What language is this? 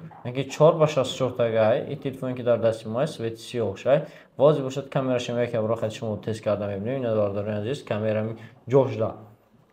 Tajik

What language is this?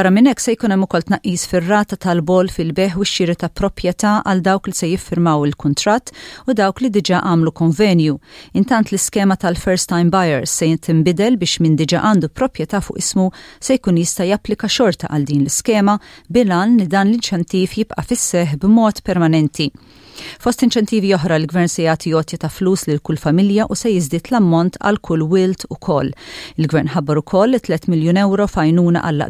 Maltese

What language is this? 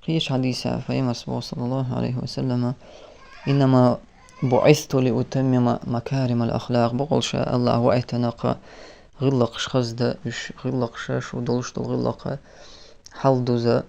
Chechen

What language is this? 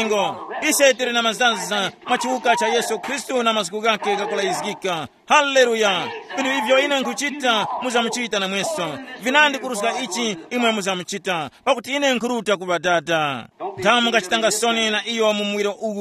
Tumbuka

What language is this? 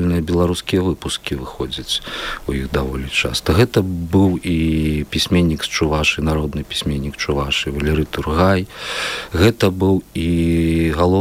Belarusian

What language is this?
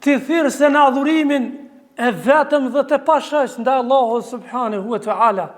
Albanian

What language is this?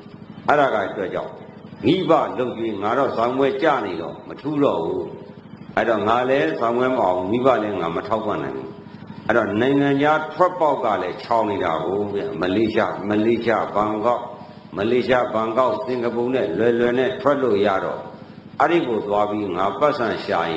Burmese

